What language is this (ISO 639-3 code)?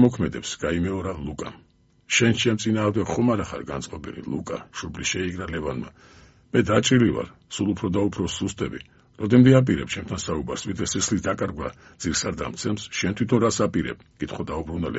kat